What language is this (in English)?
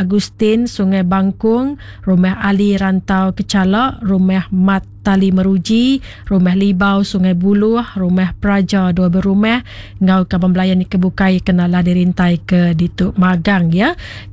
Iban